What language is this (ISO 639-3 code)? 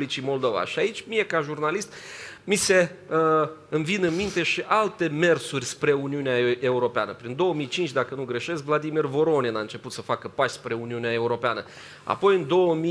ron